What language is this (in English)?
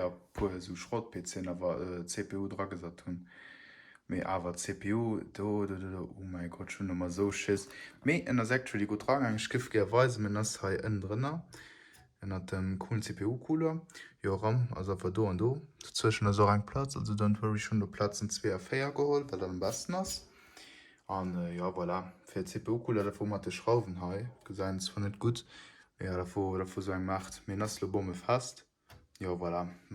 Luxembourgish